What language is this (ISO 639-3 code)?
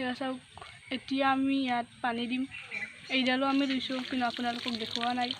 asm